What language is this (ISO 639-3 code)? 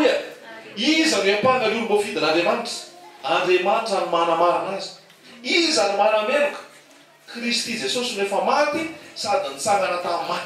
mlg